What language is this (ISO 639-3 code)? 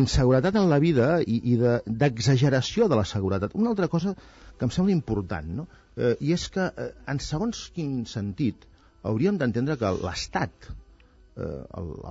cat